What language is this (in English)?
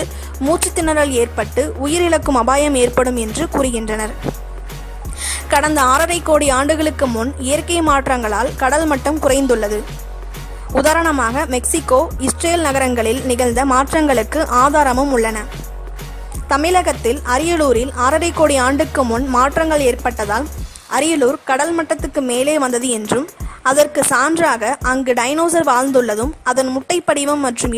Tamil